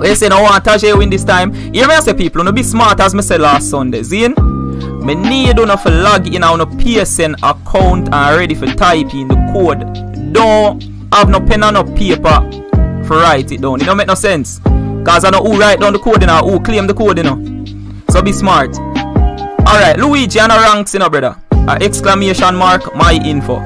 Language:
Jamaican Creole English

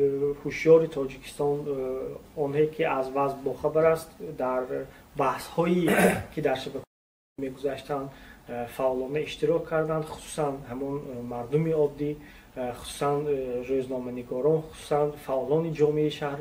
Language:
Tajik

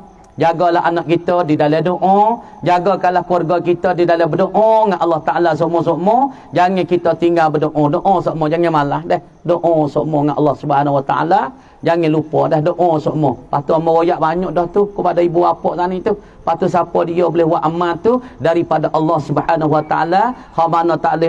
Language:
Malay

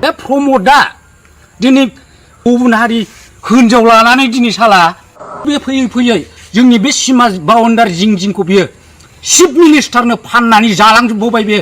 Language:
Bodo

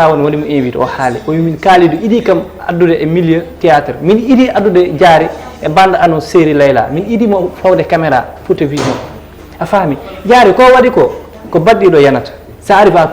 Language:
Fula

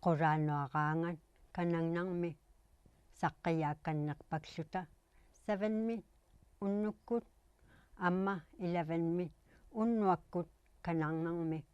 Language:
Inuktitut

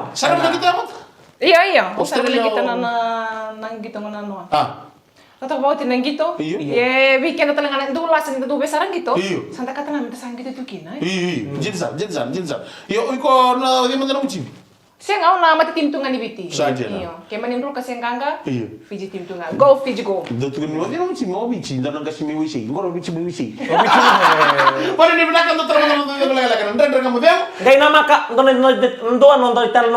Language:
Fijian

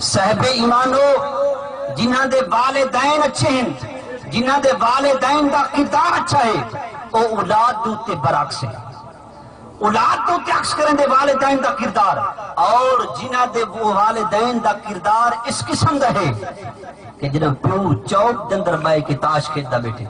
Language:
Saraiki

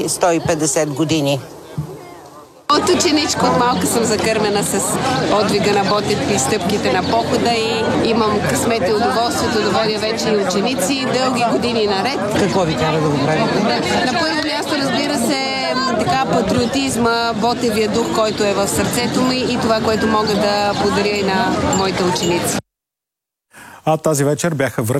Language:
Bulgarian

